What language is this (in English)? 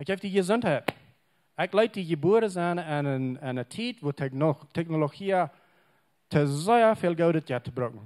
Plautdietsch